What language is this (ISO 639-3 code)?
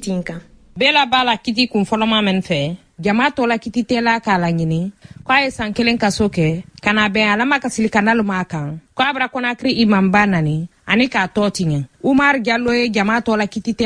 bam